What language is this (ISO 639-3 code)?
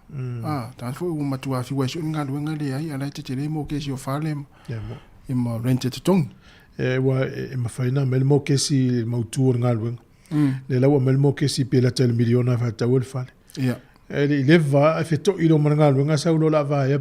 smo